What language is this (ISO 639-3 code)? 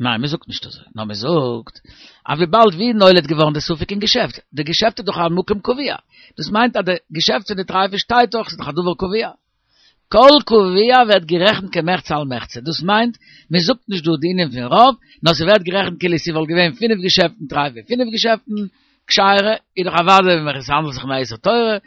yid